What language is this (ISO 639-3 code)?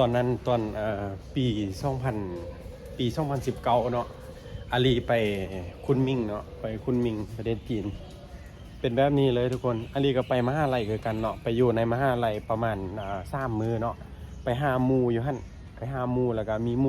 lao